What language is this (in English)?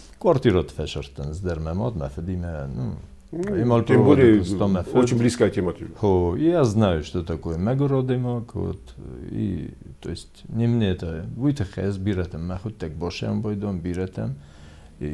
Ossetic